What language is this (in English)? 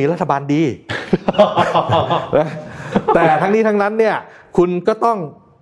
Thai